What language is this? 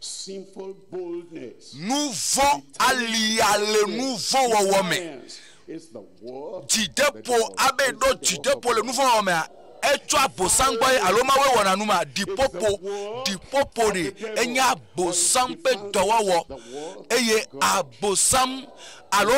Ewe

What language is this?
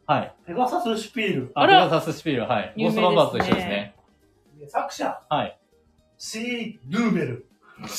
Japanese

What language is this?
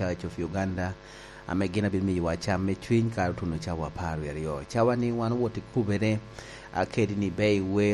Lango (Uganda)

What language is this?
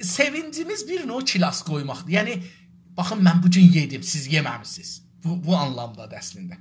South Azerbaijani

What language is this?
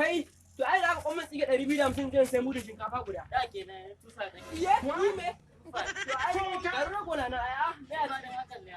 Hausa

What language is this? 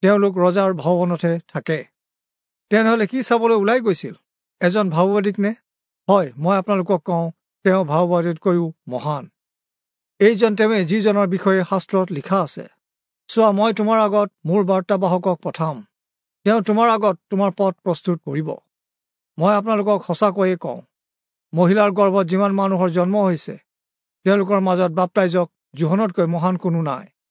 Assamese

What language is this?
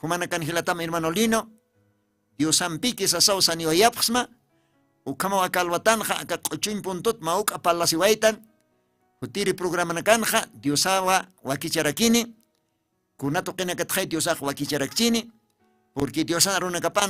Aymara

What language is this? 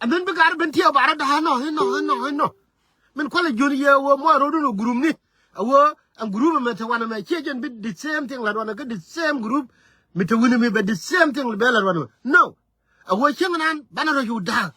Nuer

